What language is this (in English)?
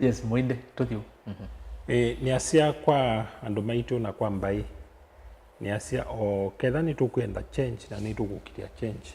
Kamba